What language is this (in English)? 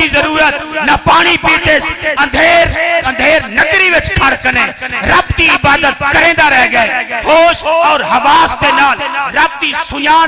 Saraiki